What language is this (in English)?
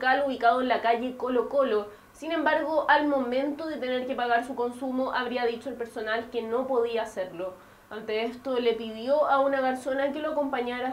Spanish